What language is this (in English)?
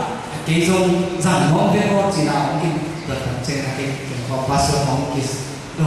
Tedim Chin